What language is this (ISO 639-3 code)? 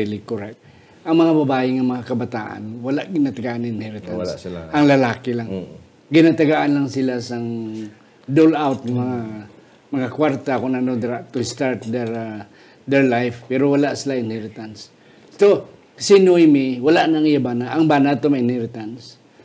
hil